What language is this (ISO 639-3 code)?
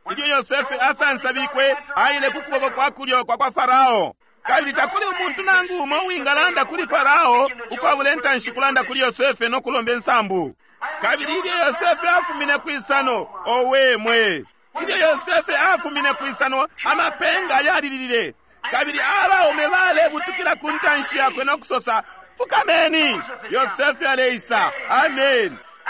bem